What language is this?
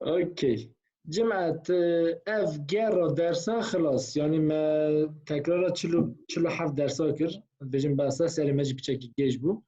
Kurdish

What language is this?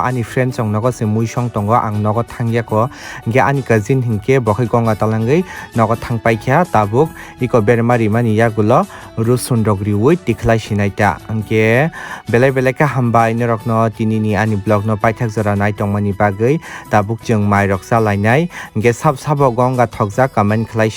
Kok Borok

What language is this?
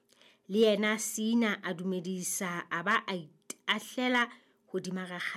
Southern Sotho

